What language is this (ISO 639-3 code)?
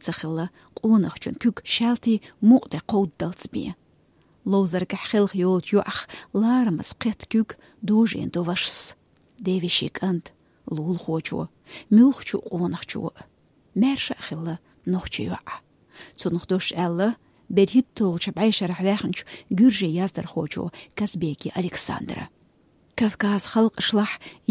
che